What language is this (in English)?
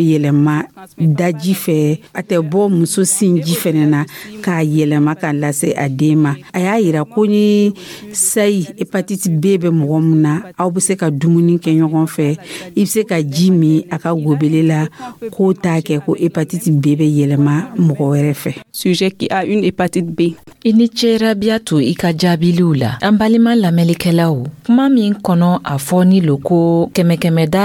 Dyula